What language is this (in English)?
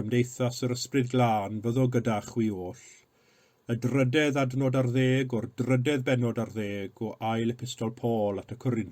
Welsh